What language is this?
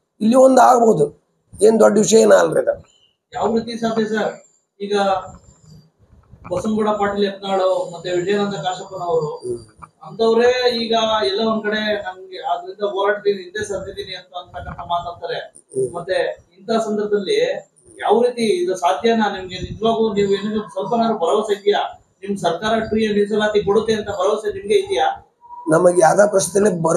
Kannada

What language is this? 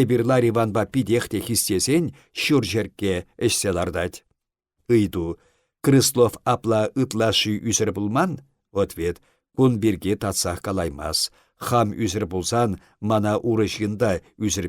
Chuvash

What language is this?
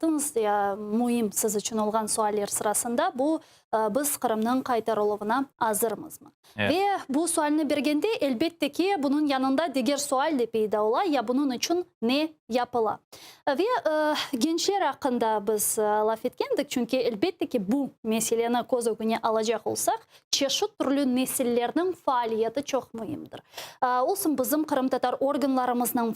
Crimean Tatar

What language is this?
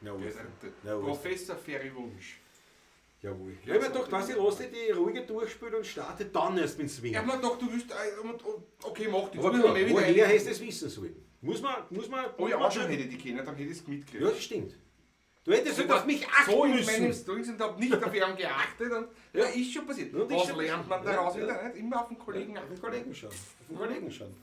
Bavarian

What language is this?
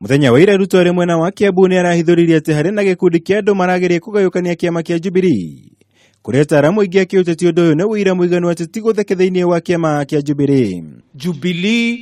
Kikuyu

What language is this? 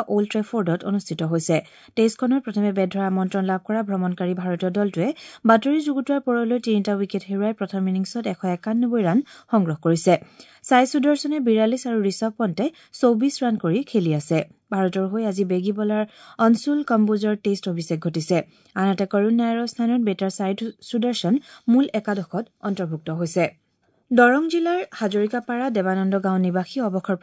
Assamese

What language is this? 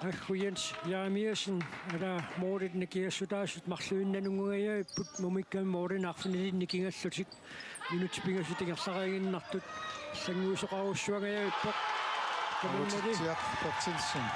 Kalaallisut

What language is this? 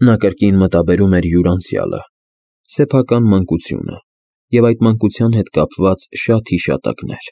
Armenian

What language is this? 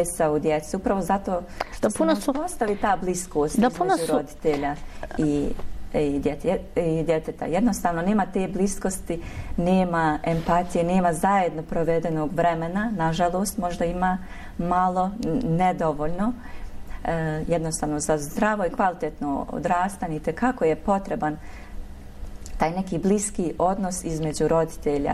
Bosnian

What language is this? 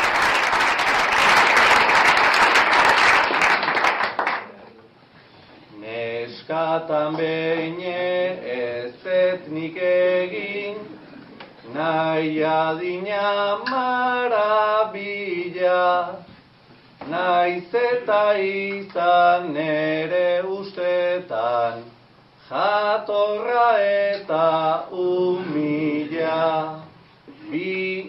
Basque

